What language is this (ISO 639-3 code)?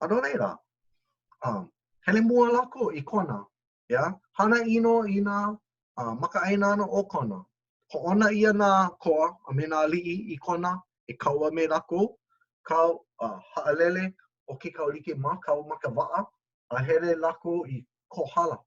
haw